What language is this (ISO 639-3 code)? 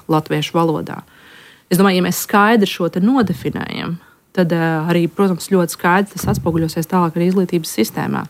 lav